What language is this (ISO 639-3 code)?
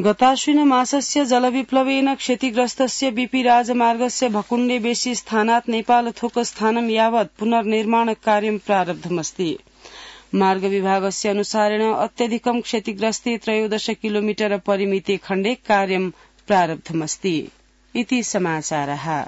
san